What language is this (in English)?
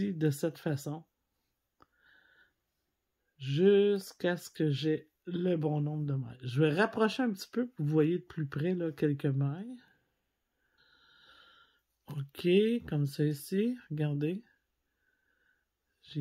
French